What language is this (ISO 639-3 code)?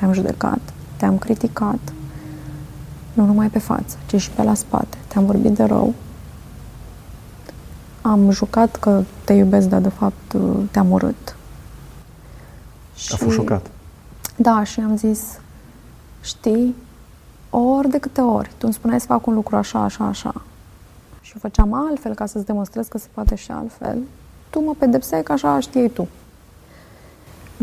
ron